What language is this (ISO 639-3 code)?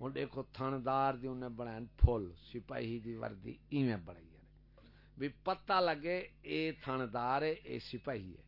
skr